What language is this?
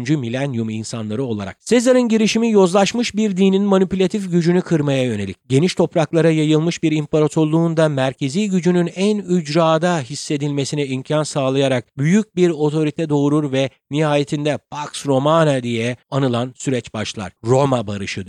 Turkish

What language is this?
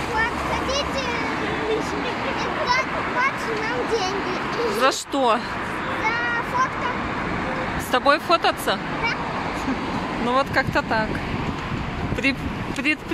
Russian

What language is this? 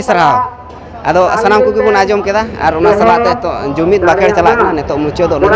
Santali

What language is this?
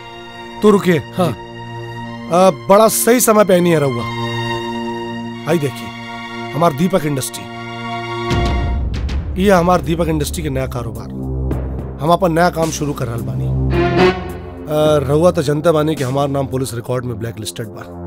Bhojpuri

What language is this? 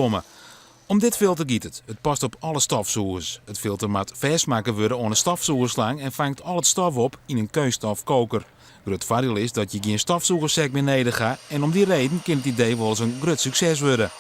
Western Frisian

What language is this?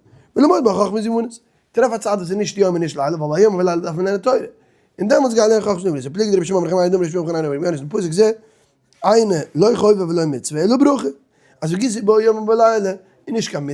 Yiddish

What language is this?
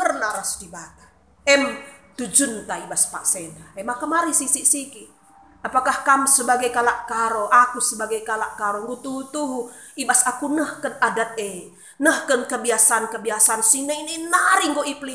Batak Karo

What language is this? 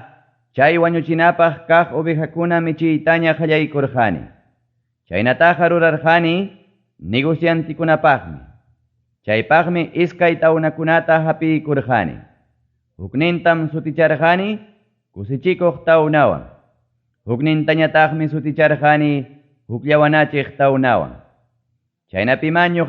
Ayacucho Quechua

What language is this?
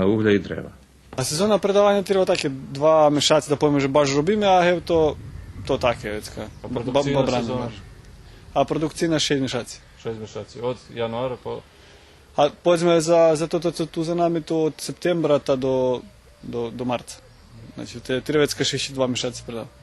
Rusyn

